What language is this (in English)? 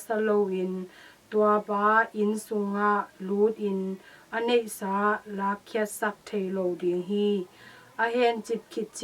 Tedim Chin